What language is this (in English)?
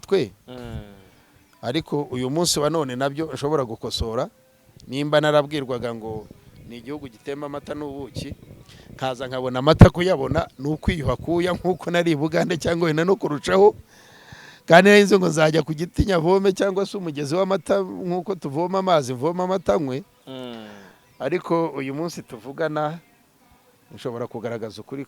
Kinyarwanda